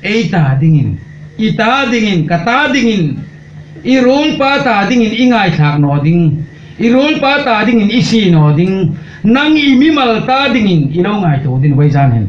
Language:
Hmar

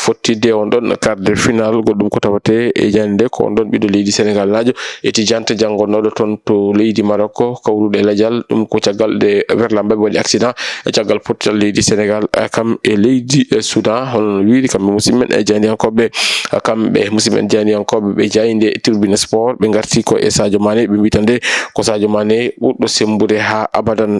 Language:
Fula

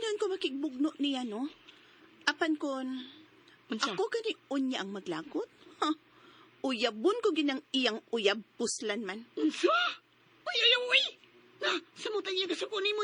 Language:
Cebuano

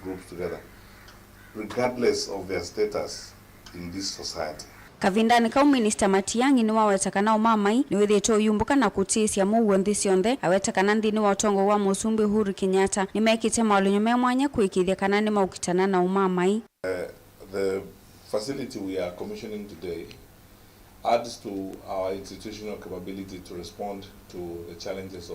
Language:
Kamba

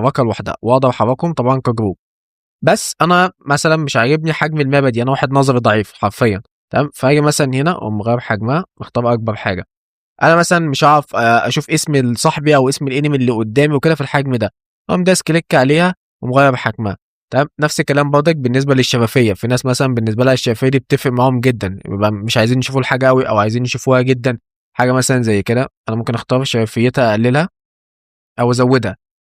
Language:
Egyptian Arabic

